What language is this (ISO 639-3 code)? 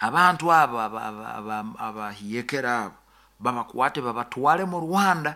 nyo